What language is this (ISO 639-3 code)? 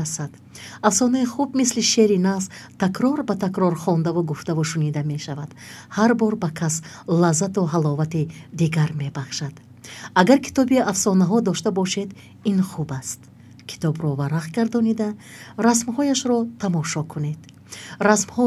tgk